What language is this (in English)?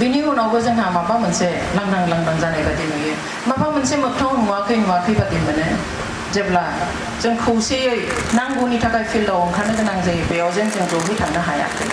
Bodo